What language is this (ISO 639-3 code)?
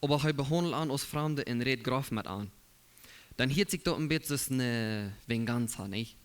pdt